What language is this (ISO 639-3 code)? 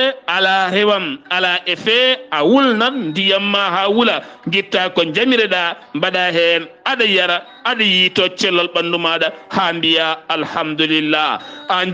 ful